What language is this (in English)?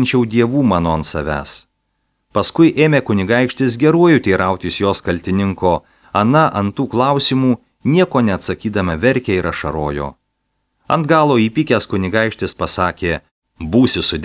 Lithuanian